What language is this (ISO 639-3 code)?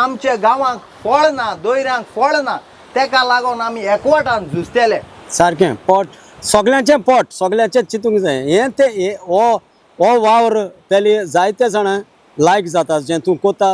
kok